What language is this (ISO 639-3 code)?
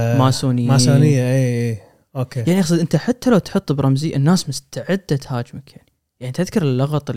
afb